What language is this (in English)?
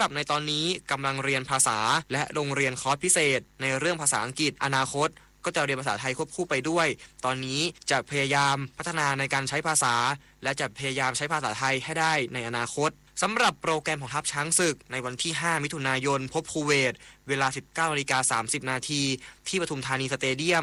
Thai